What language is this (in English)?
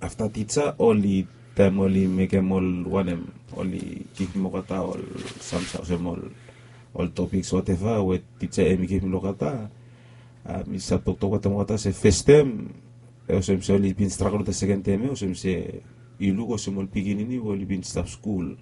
Bislama